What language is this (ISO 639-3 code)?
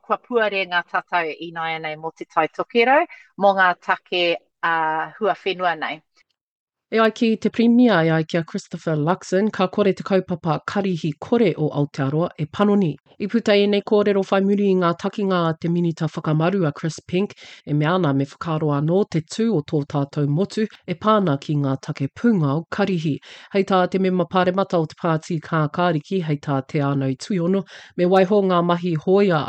mri